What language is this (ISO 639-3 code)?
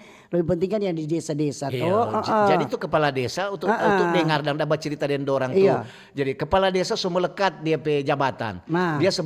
xmm